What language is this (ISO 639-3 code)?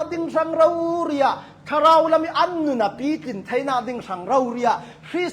cnh